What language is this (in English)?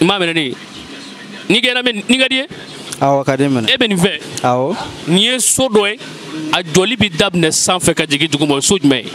Bambara